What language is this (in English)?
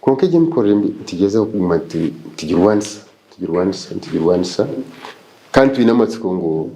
Nyankole